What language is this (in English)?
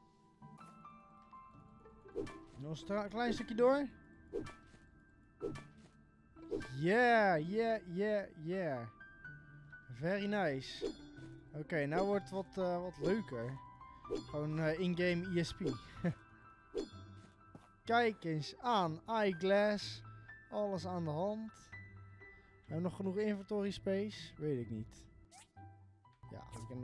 Dutch